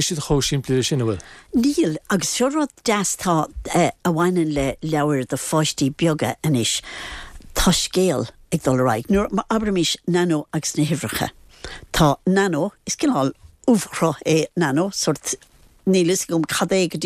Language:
Irish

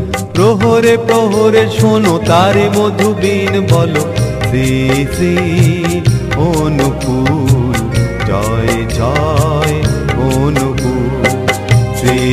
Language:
Bangla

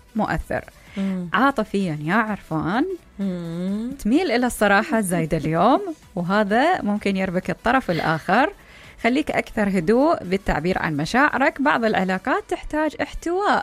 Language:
Mesopotamian Arabic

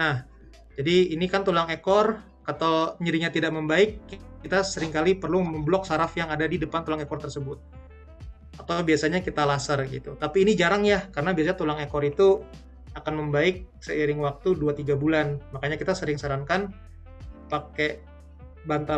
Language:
Indonesian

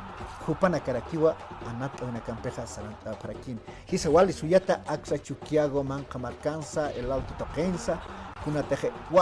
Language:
Aymara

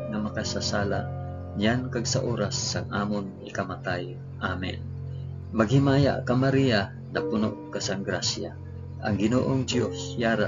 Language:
Hiligaynon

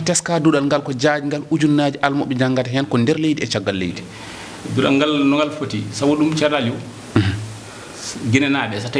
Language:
Fula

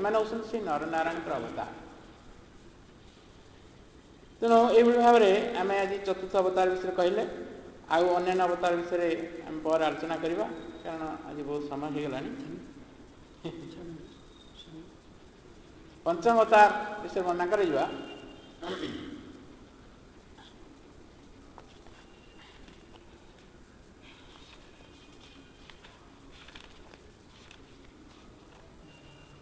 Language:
Odia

